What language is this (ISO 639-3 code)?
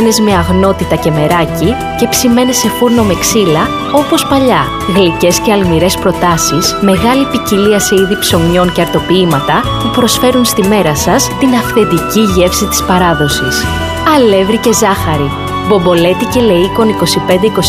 ell